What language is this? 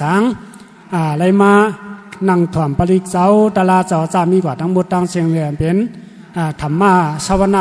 Shan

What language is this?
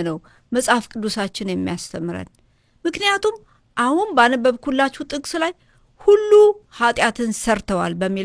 Amharic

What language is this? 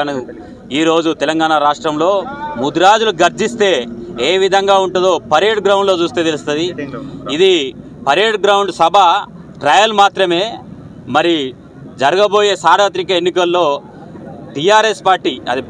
Telugu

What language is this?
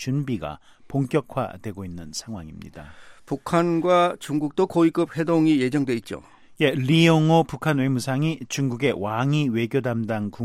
Korean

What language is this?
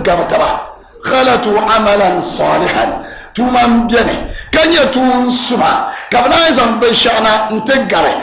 Dagbani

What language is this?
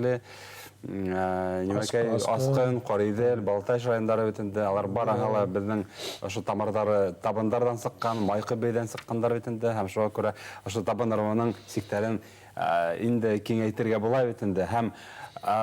Bashkir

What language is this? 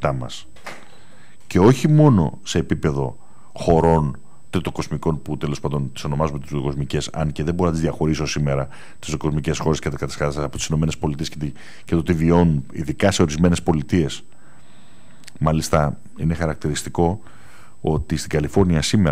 Greek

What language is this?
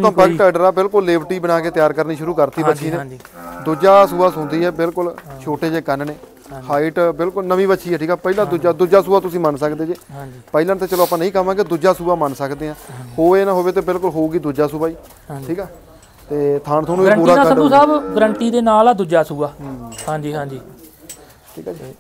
Punjabi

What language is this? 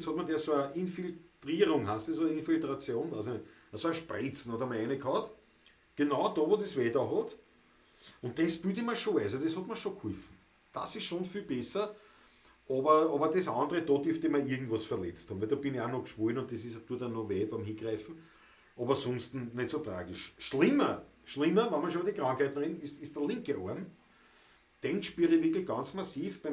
Bavarian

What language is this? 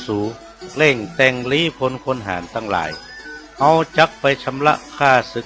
Northern Thai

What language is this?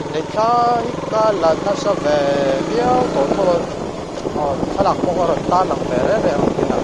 Mizo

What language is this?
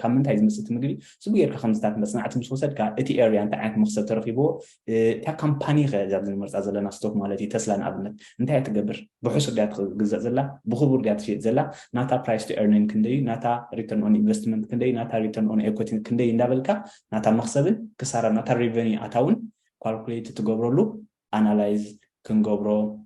Tigrinya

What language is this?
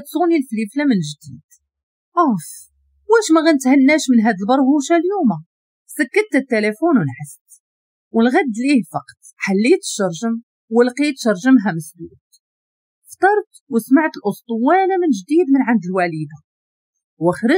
Moroccan Arabic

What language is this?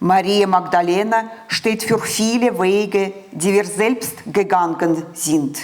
Swiss German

